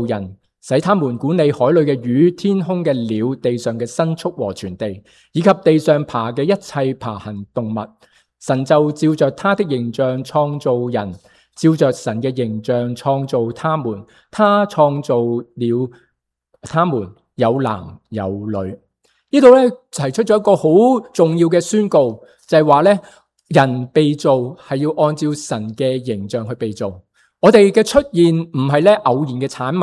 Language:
Cantonese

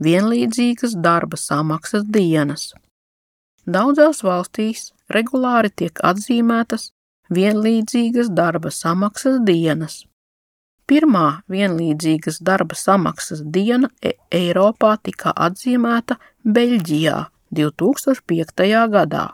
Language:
Latvian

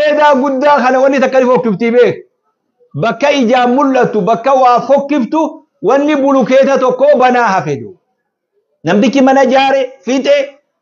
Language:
Oromo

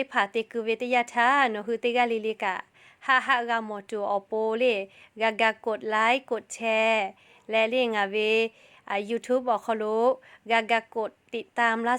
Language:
Lahu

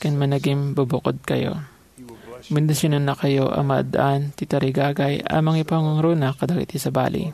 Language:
Iloko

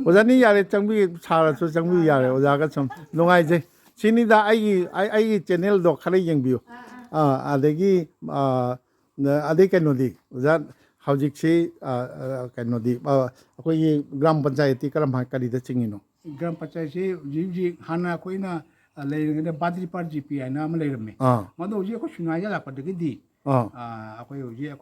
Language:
Manipuri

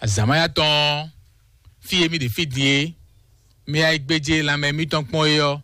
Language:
Fon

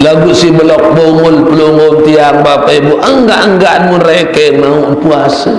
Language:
Sasak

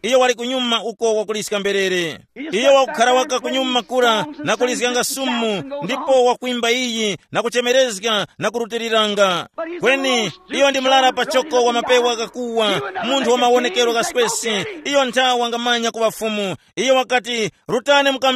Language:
Tumbuka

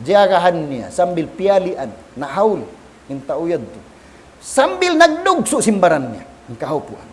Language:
Tausug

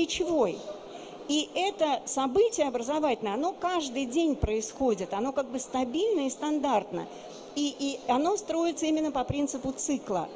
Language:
Russian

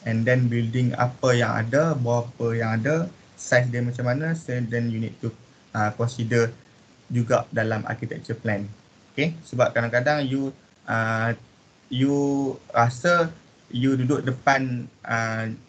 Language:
Malay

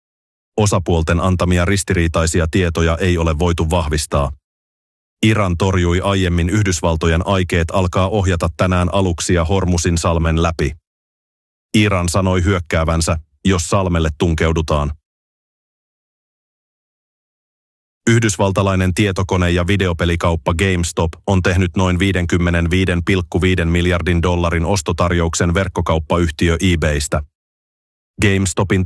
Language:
Finnish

